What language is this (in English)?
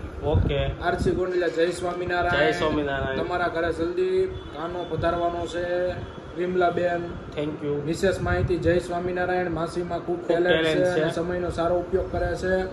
Gujarati